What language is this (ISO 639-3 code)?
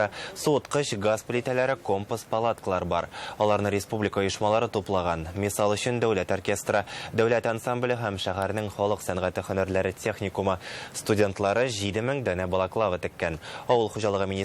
tat